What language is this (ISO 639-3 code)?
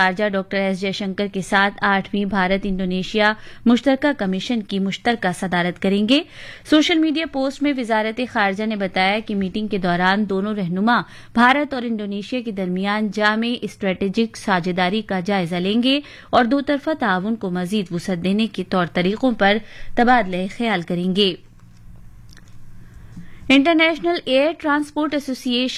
urd